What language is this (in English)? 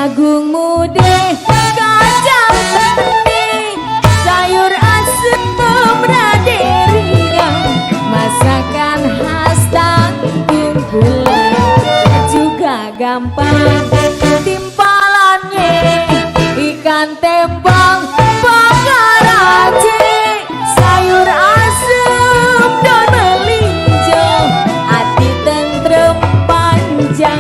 Betawi